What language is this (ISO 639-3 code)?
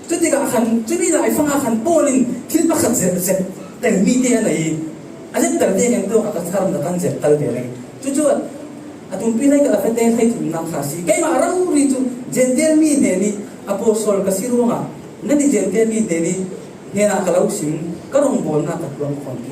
cfm